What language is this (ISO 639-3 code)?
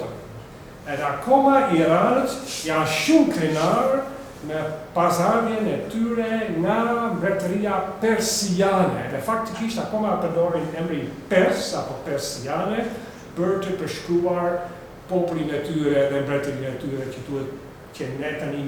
sqi